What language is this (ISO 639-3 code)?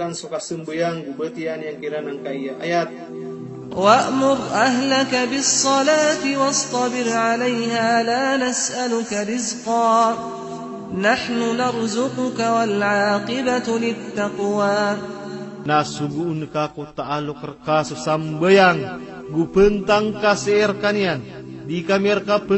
mrw